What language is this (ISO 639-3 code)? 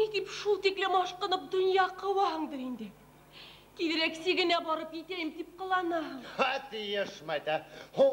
bak